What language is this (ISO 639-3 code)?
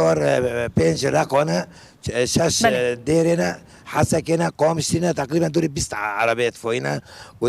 kur